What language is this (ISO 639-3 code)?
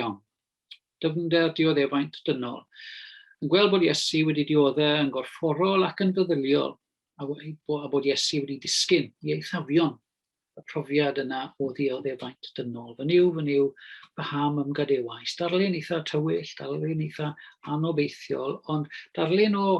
cym